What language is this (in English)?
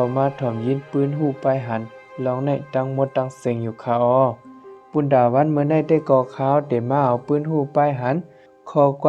Shan